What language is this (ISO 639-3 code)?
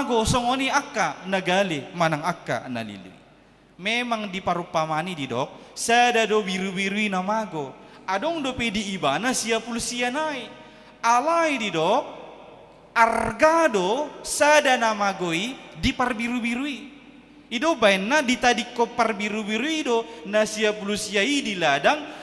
bbc